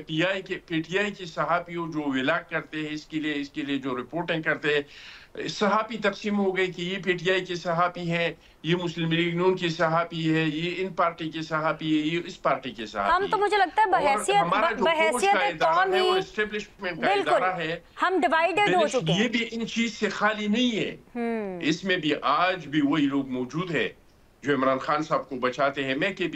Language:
Urdu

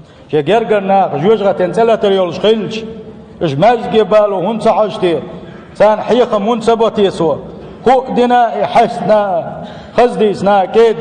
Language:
Chechen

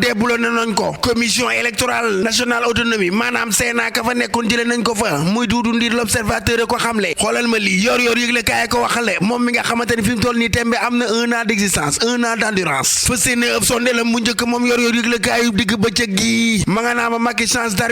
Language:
Wolof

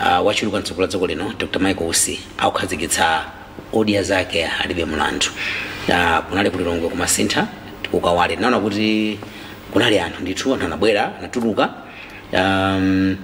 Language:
Nyanja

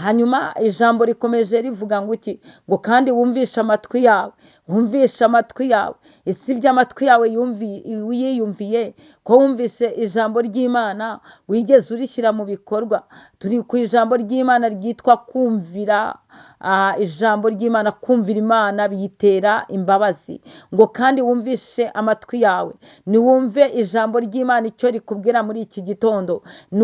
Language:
Kinyarwanda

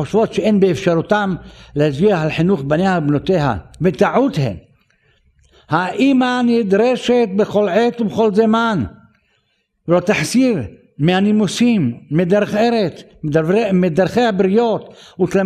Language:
Hebrew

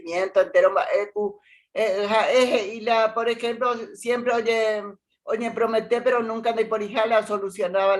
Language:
Guarani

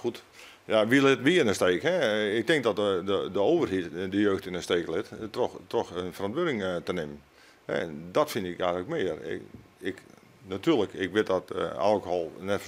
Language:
Western Frisian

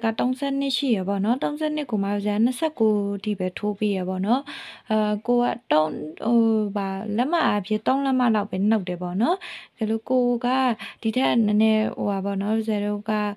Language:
Burmese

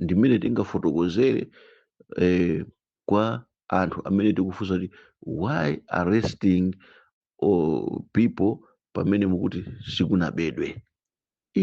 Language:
Nyanja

